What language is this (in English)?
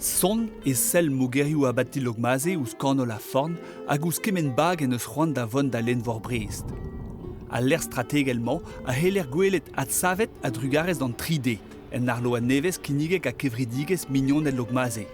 Breton